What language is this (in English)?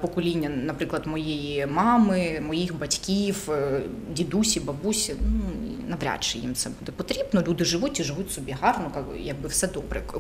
Ukrainian